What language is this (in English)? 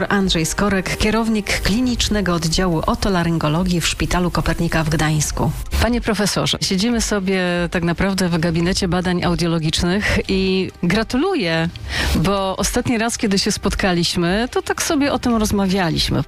Polish